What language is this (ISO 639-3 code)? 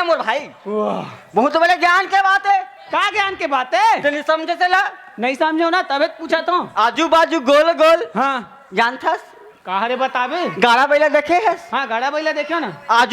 hne